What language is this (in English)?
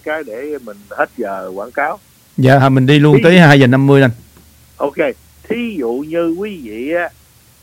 Vietnamese